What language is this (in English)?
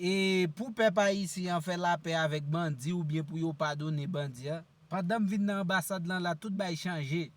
Haitian Creole